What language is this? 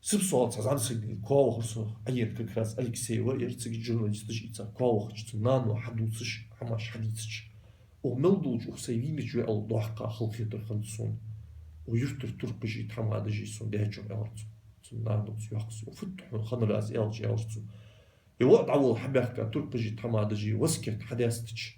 Ingush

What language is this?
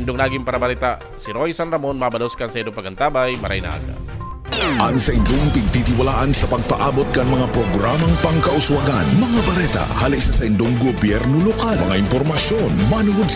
Bikol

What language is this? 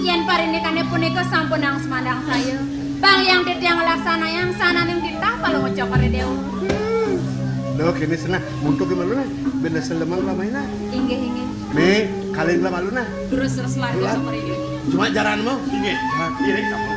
Balinese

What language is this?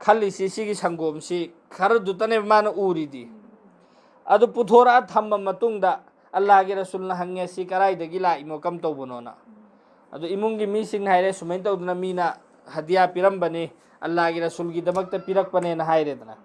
Manipuri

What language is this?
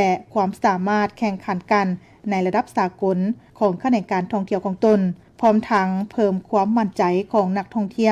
Lao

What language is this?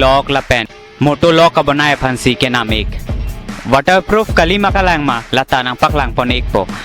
Karbi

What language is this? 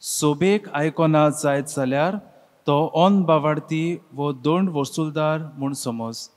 Konkani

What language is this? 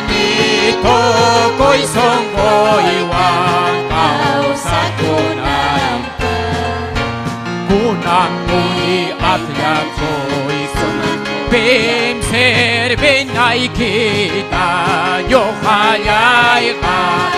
Ayacucho Quechua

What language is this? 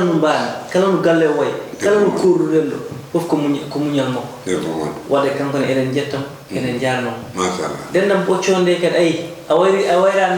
Fula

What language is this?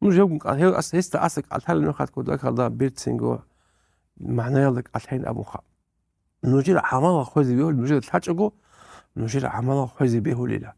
Avaric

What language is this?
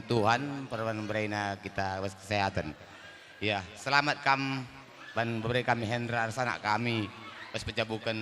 Batak Karo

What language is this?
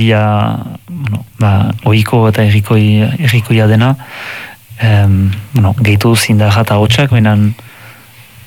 Basque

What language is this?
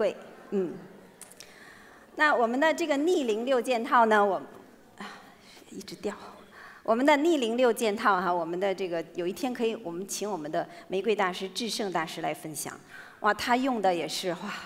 Chinese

